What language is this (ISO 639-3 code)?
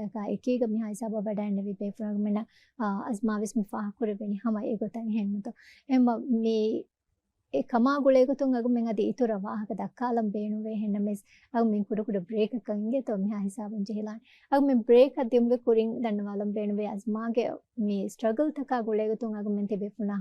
div